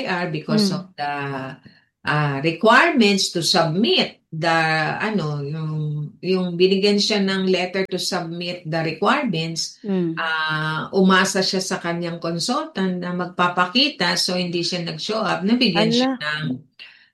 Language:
Filipino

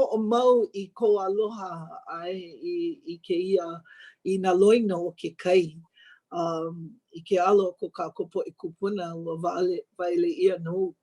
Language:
Hawaiian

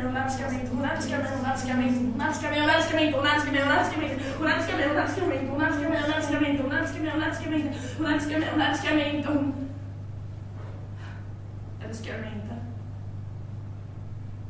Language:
Swedish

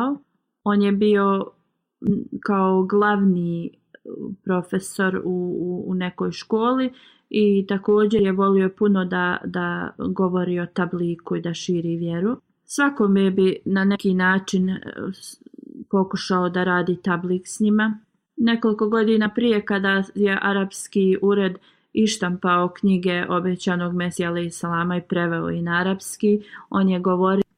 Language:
Bosnian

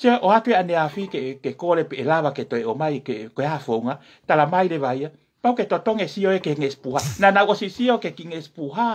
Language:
Tongan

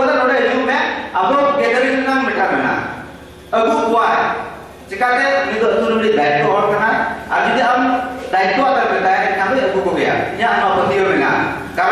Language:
Santali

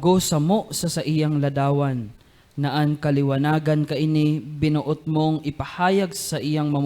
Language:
Bikol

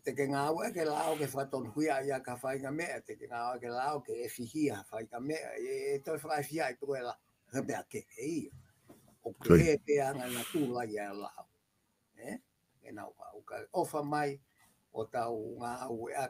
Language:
Tongan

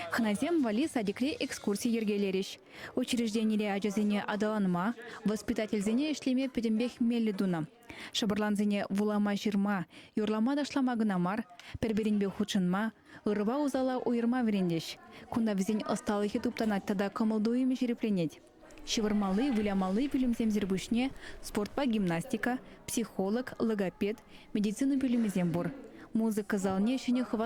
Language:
Chuvash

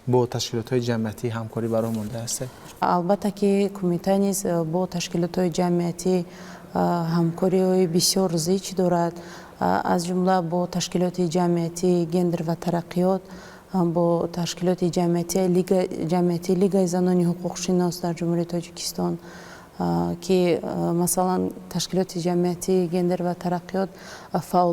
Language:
Tajik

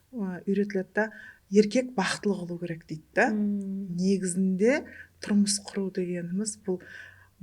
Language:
Kara-Kalpak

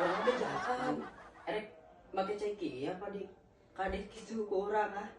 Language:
Sundanese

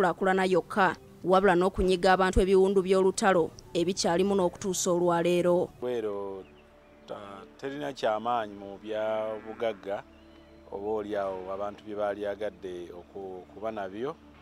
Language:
Ganda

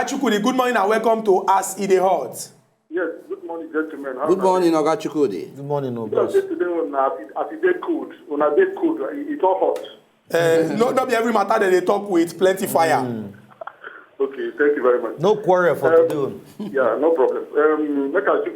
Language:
Nigerian Pidgin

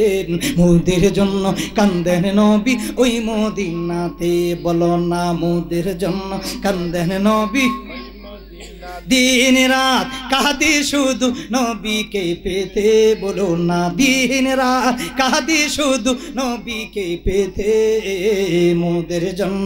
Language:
Bangla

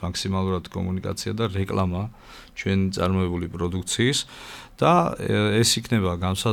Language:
Georgian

